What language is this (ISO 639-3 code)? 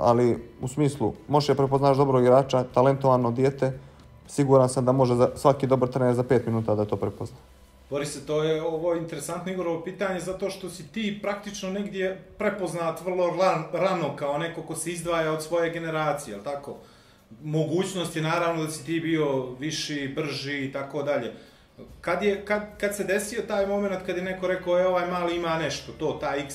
bos